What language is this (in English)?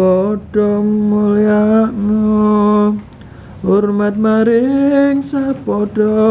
Javanese